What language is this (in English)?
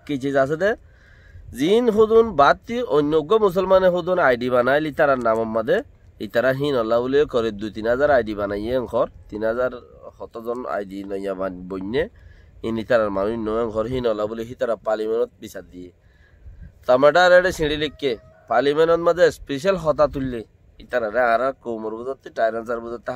Rohingya